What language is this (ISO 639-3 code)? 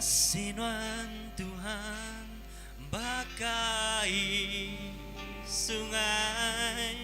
iba